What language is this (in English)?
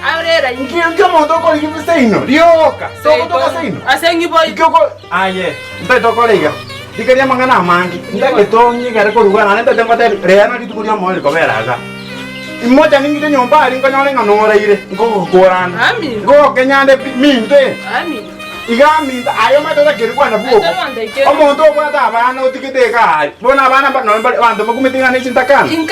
Gusii